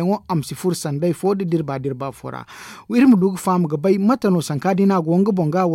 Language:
Zarma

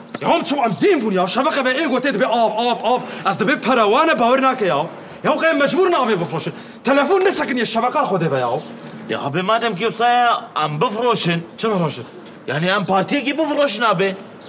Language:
Kurdish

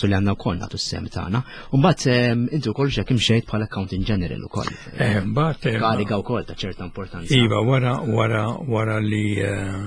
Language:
Maltese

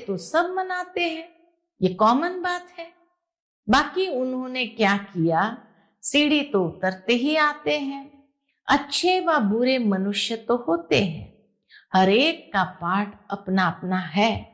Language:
Hindi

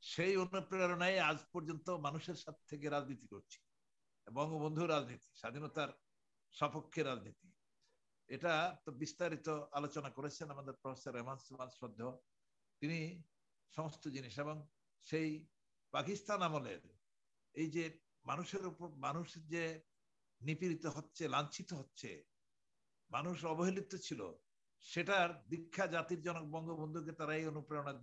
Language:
Bangla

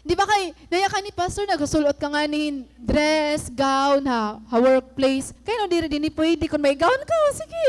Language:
Waray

